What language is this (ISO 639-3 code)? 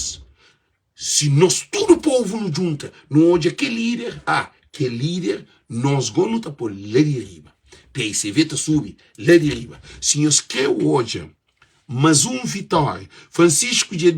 kea